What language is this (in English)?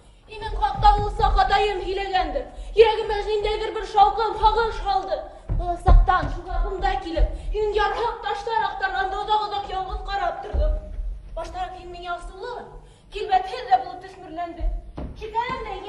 Bashkir